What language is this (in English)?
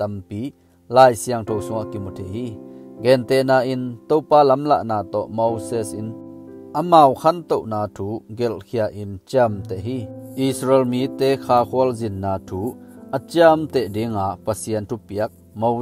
Tedim Chin